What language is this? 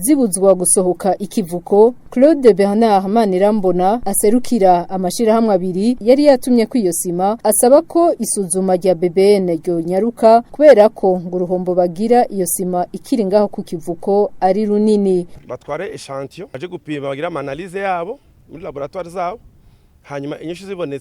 Rundi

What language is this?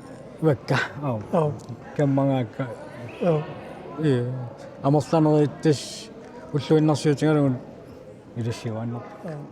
Kalaallisut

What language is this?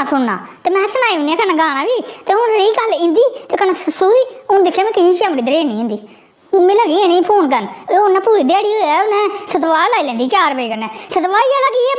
Dogri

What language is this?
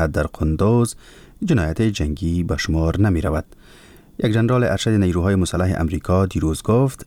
Persian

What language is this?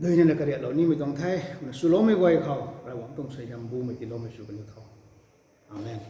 Rongmei Naga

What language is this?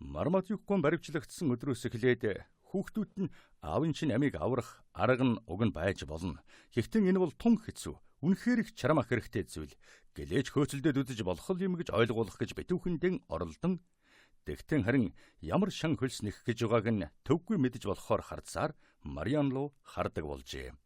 Mongolian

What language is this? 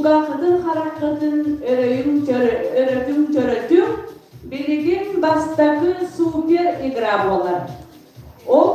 Yakut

